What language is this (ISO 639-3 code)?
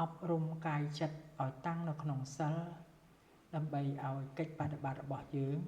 khm